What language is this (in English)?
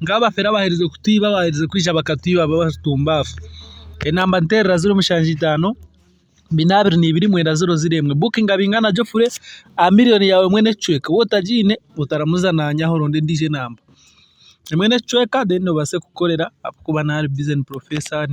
Nyankole